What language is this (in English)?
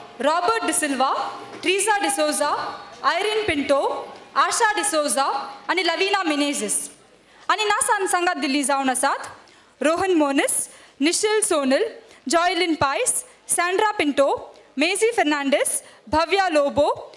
Konkani